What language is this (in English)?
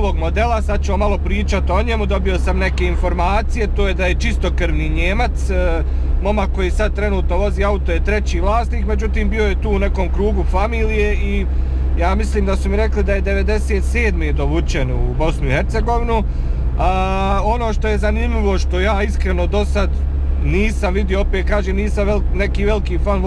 Bosnian